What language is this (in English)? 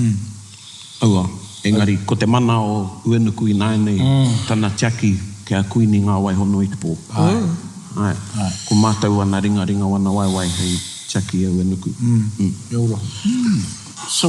Māori